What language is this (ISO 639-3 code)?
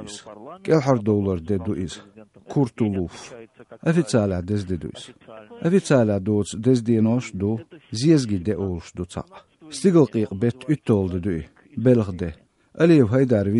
che